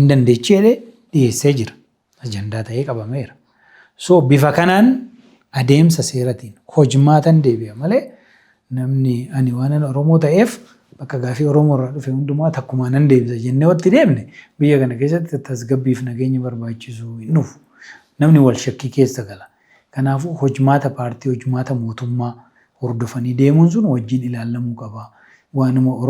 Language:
Oromo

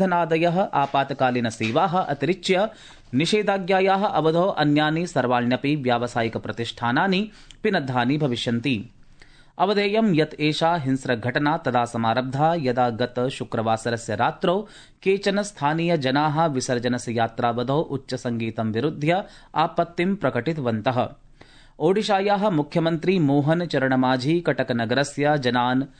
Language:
Sanskrit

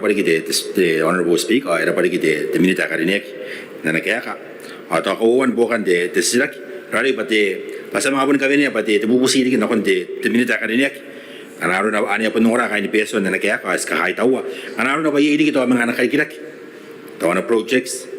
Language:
Gilbertese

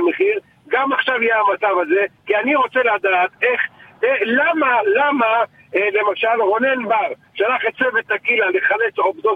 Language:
Hebrew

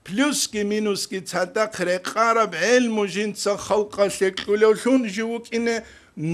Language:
Avaric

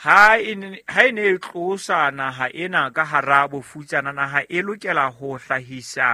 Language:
Southern Sotho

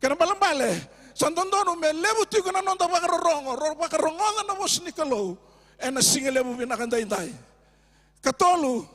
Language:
Fijian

